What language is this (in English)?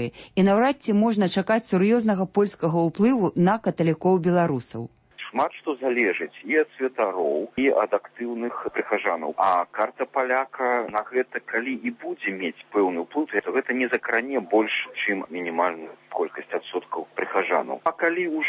Belarusian